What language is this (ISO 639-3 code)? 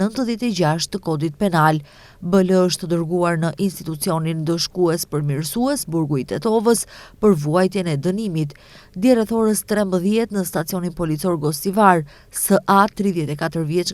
sqi